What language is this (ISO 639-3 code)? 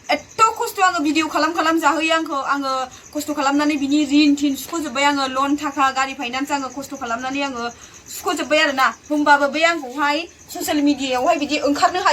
brx